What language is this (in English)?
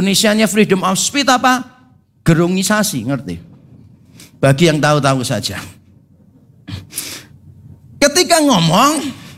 Indonesian